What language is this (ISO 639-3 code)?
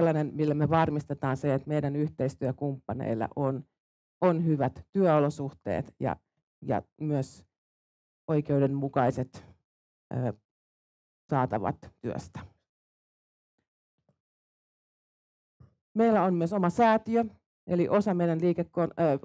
fin